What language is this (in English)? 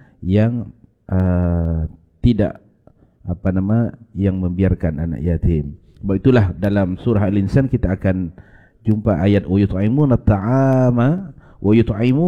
Malay